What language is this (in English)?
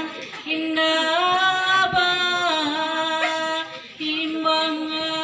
Minangkabau